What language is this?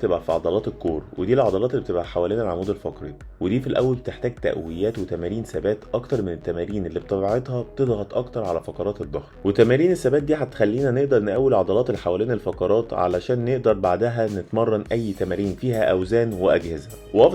Egyptian Arabic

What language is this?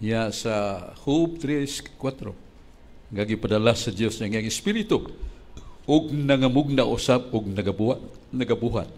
Cebuano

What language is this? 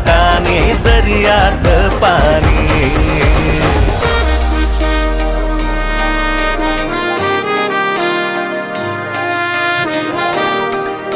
Marathi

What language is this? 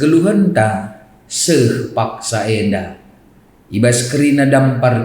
Batak Karo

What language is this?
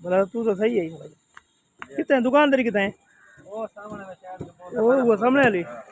Saraiki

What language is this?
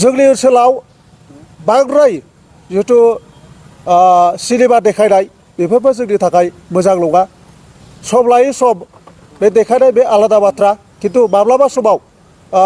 Bodo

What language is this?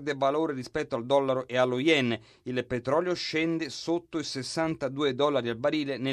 Italian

